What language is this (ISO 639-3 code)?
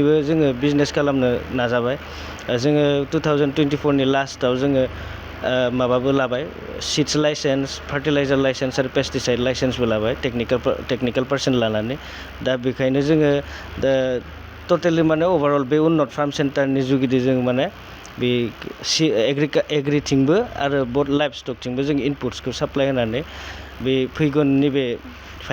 brx